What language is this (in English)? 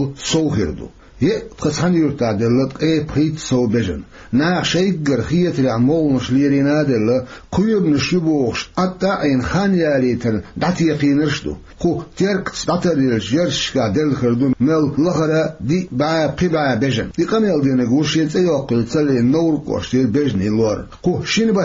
Chechen